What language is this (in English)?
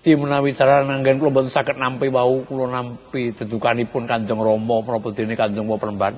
Javanese